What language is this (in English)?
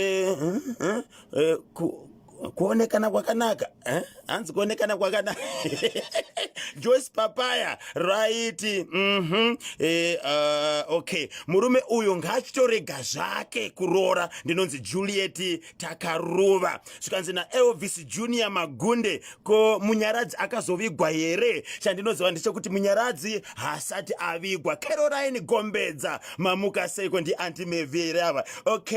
Shona